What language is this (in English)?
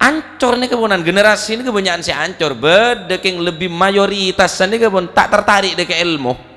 Madurese